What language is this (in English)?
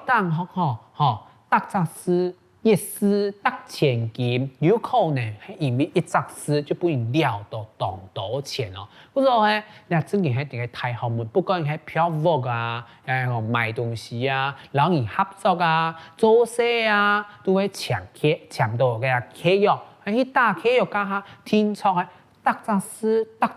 Hakka Chinese